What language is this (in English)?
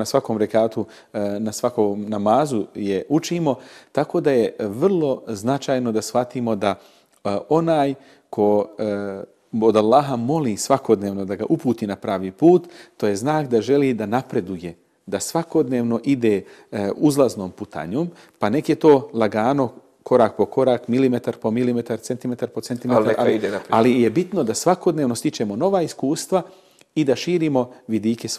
Bosnian